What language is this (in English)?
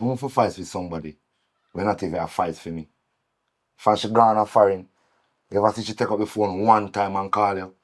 Jamaican Creole English